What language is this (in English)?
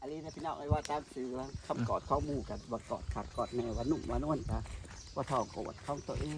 Northeastern Thai